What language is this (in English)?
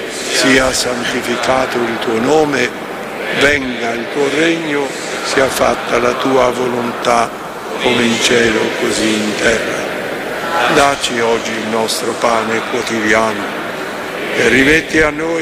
Italian